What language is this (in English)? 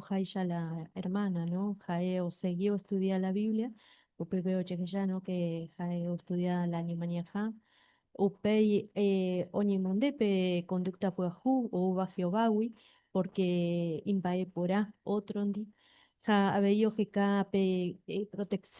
Guarani